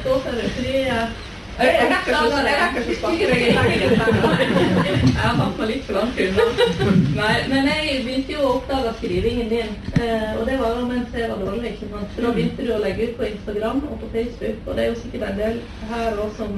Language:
Norwegian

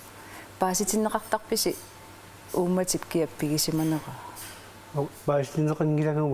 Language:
Kalaallisut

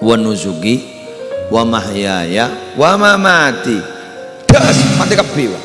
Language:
Madurese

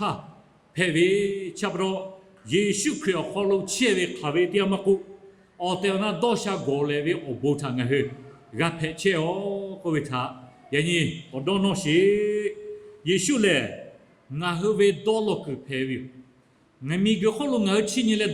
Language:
Lahu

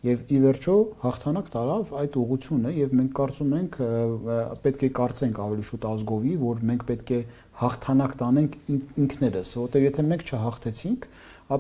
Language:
Armenian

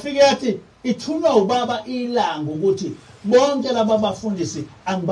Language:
Zulu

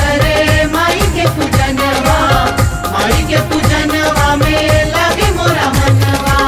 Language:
Bhojpuri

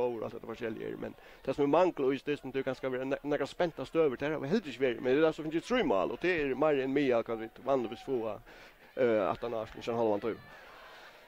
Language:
Faroese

